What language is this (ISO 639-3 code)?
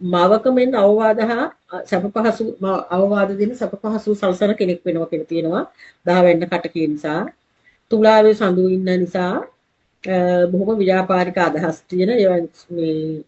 sin